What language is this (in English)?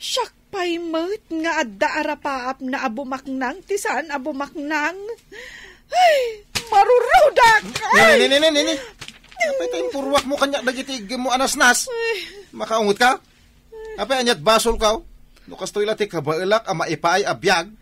Iloko